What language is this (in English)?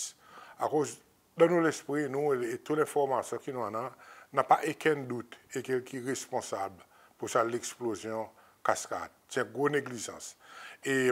Seselwa Creole French